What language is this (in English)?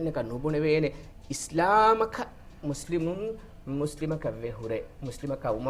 Divehi